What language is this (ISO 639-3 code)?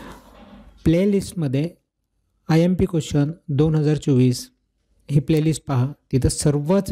mar